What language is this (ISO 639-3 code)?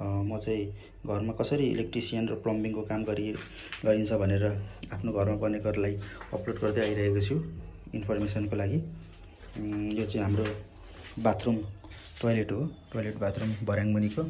nep